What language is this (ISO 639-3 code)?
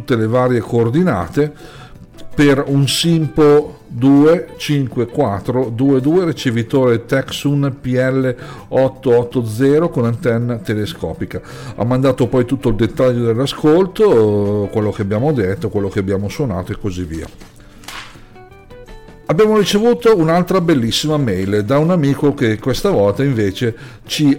ita